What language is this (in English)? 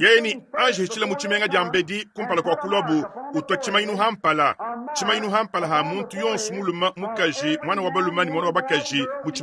Luba-Lulua